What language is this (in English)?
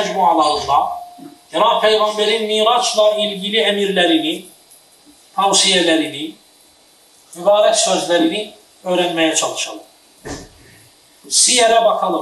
Turkish